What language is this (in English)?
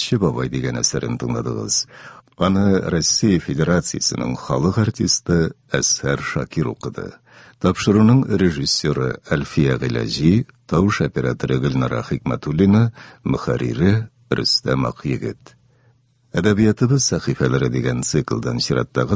Tatar